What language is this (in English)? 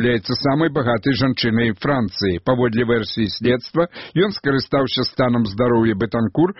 Belarusian